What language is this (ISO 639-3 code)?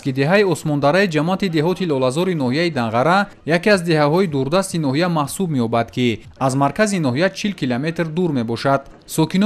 tgk